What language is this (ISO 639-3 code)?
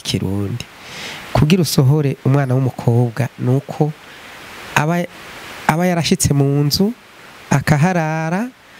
run